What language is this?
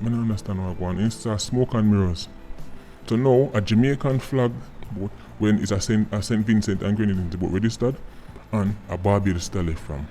Jamaican Creole English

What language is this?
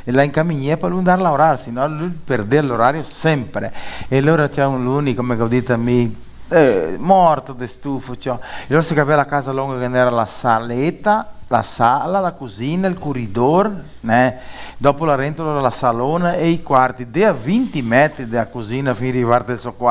Venetian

